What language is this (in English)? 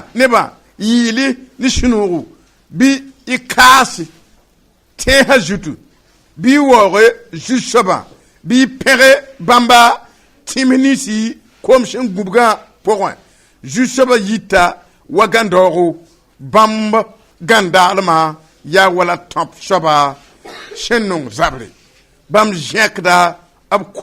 Mossi